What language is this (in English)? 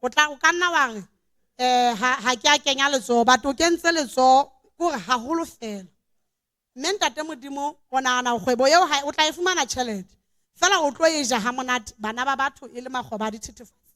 Southern Sotho